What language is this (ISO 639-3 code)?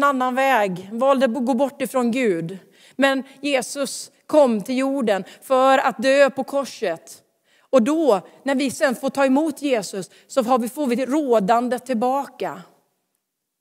swe